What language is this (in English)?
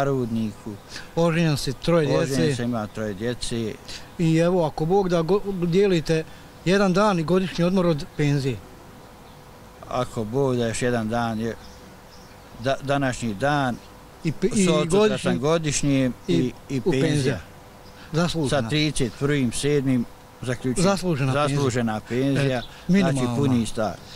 Bosnian